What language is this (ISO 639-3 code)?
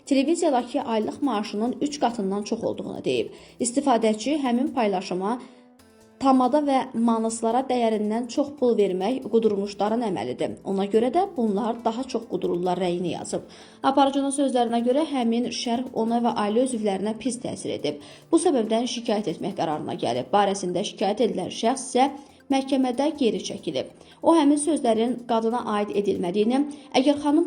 aze